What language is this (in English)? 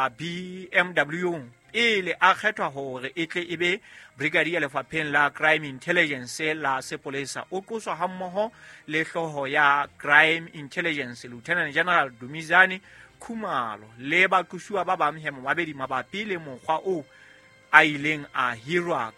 Southern Sotho